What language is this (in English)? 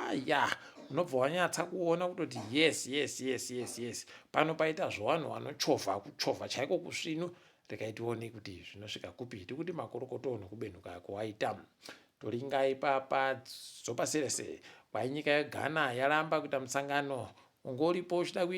Ndau